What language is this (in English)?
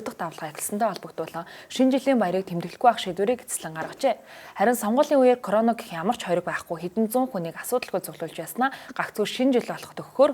Mongolian